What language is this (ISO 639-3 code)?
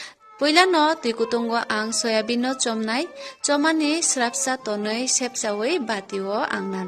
trp